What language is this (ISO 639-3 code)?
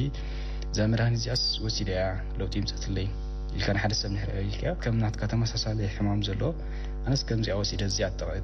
tir